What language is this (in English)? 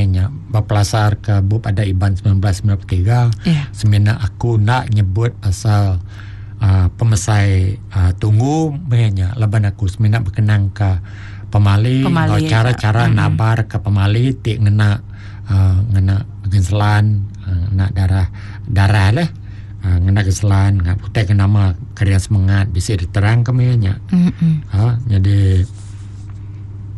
Iban